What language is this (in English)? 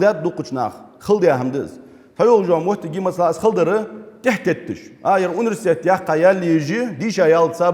Ingush